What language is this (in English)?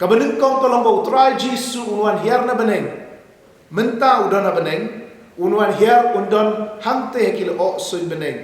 Khasi